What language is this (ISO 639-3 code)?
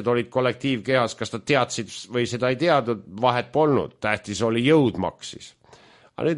est